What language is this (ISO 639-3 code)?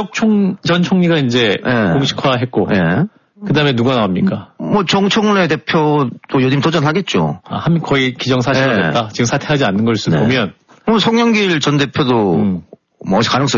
kor